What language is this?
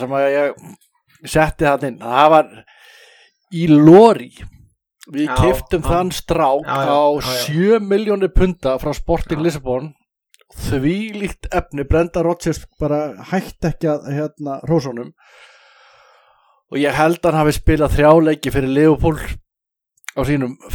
Icelandic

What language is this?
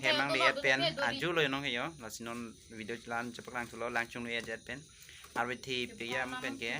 Karbi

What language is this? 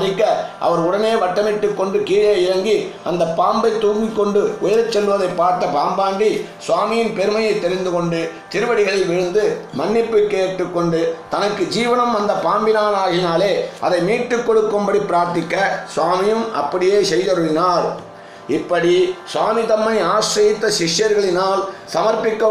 Tamil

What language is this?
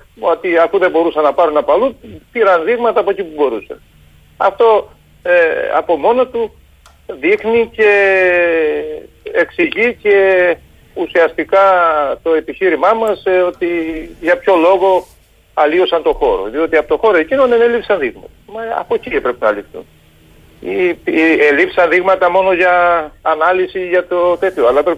Greek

